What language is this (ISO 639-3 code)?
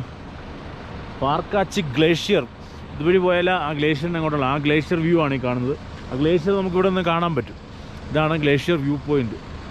mal